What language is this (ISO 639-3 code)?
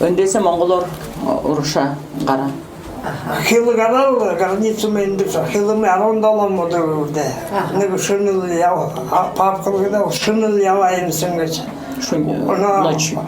bua